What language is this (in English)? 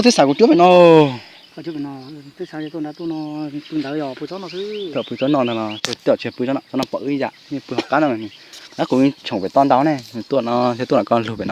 Hmong